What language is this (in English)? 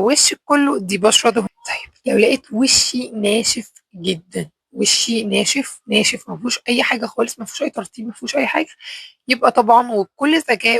Egyptian Arabic